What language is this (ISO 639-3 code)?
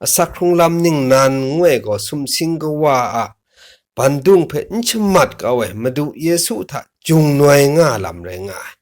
kac